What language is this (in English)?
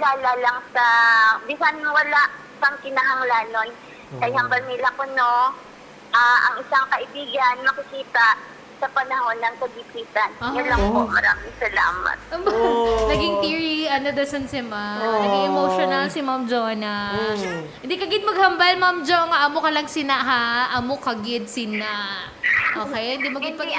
Hiligaynon